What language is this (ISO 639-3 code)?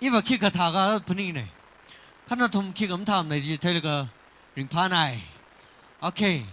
nmf